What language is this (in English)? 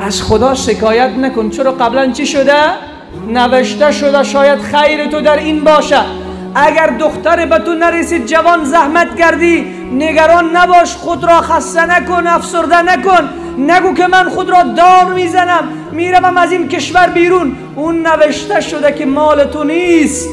Persian